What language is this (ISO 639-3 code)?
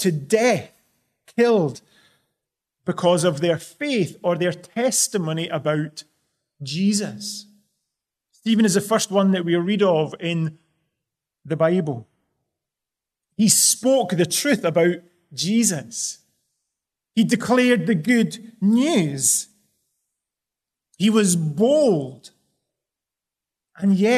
eng